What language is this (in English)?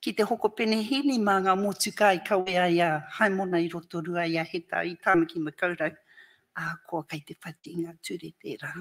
Māori